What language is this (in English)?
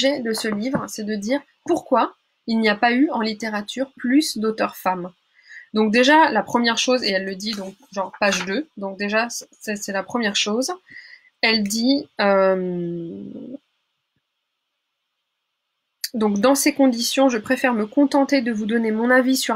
French